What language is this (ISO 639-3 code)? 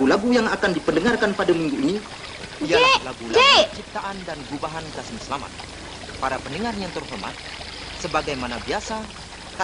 msa